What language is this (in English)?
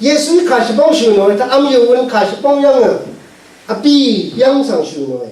Rawang